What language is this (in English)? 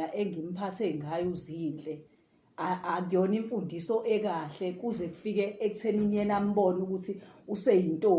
Zulu